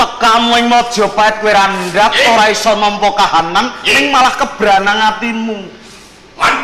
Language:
Javanese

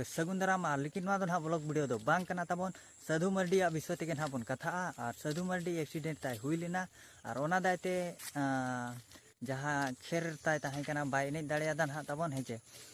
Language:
Santali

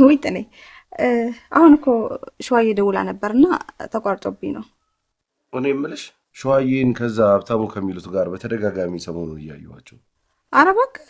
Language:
Amharic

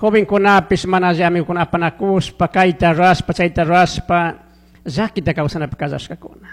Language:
Chimborazo Highland Quichua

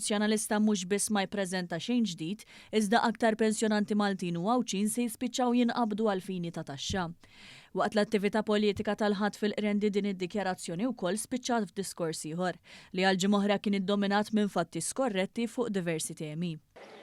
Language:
Maltese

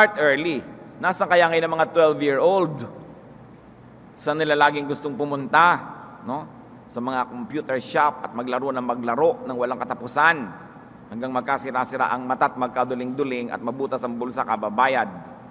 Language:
Filipino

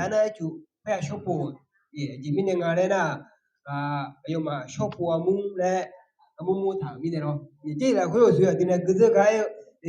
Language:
Akha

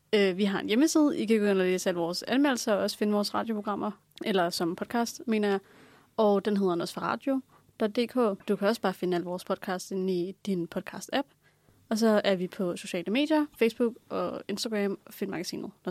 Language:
Danish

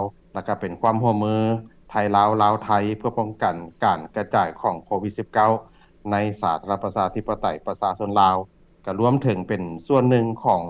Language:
Lao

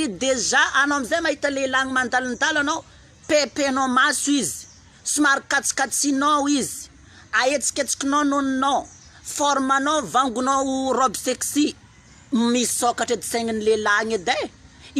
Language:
Malagasy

